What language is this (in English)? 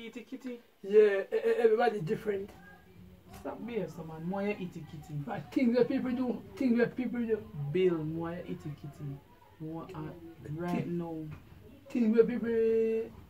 Jamaican Creole English